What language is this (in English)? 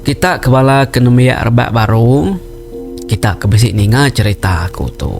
Iban